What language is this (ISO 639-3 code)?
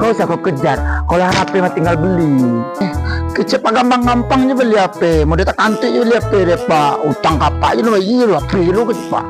min